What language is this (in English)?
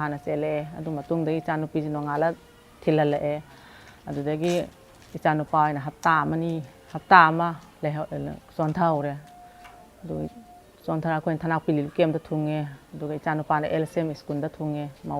Manipuri